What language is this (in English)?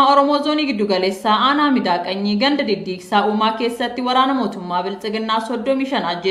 Oromo